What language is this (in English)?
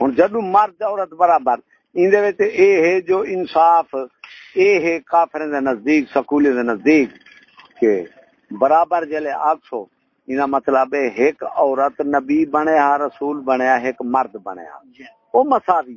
Saraiki